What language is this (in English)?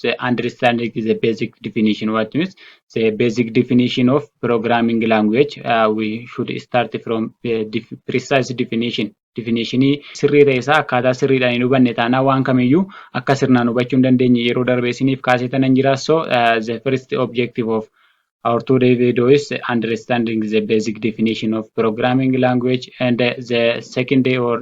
Oromo